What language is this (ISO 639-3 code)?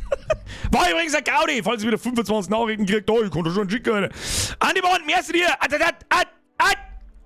bar